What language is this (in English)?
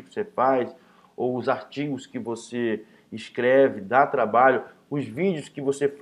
Portuguese